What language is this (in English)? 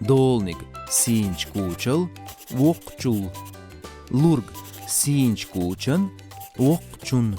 Chechen